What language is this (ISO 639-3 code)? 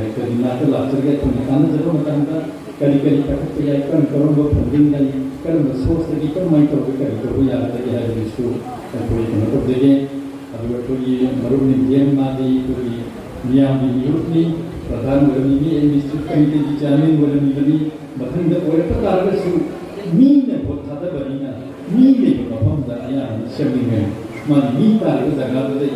mni